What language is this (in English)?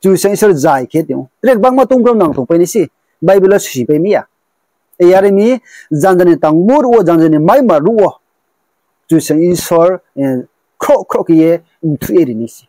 Riang (India)